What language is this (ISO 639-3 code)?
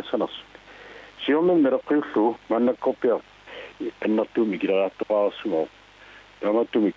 kal